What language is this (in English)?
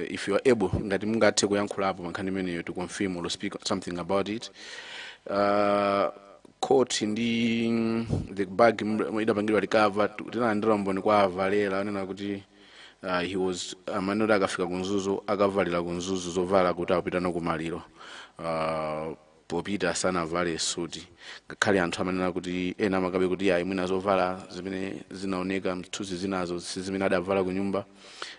Nyanja